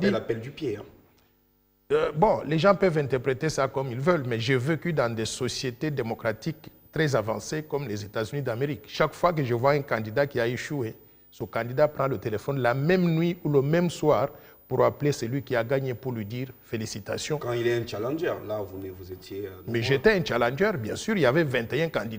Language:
French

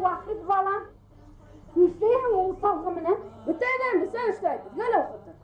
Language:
Bashkir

